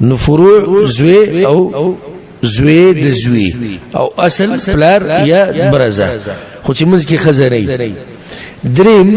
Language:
Pashto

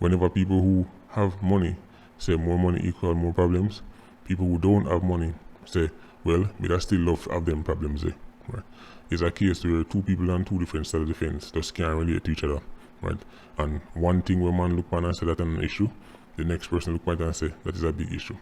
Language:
Jamaican Creole English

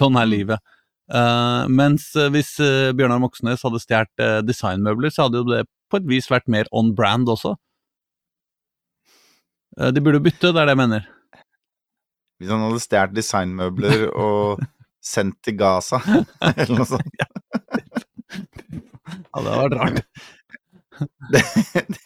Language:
Norwegian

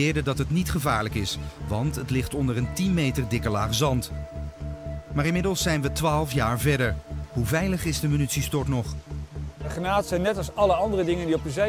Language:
Dutch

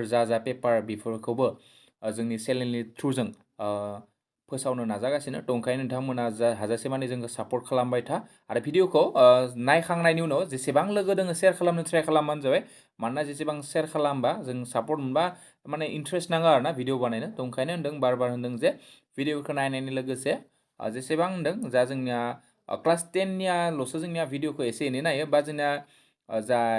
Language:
Bodo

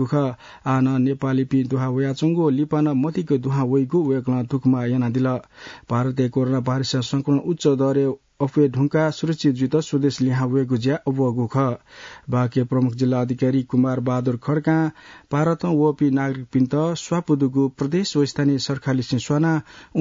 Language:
Newari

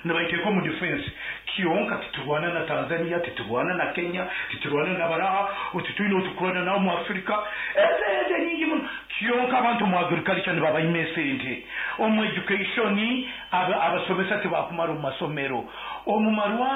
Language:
Nyankole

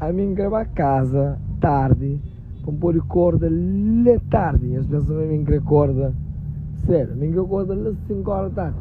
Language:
Kabuverdianu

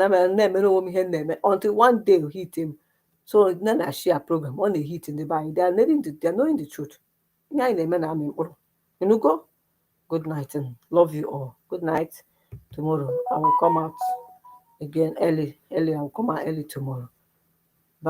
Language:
Igbo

